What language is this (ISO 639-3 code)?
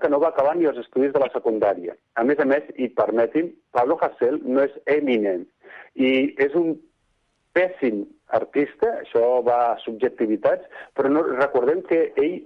cat